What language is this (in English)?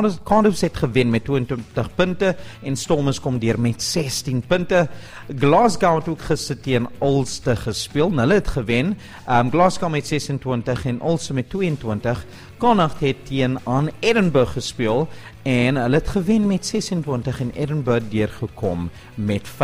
Afrikaans